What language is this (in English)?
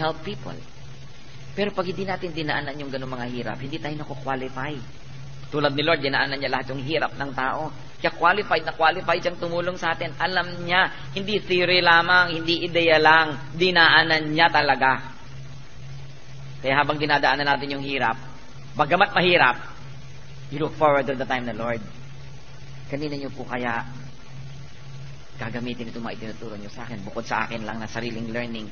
Filipino